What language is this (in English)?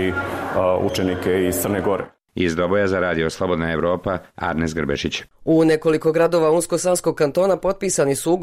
Bosnian